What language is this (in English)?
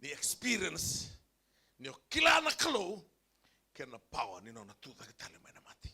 Fijian